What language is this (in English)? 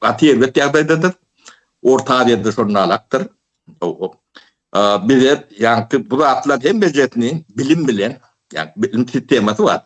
Turkmen